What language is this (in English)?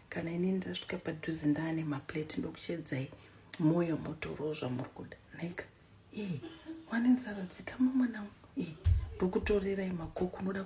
Shona